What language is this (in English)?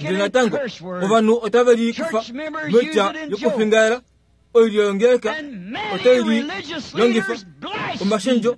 Kuanyama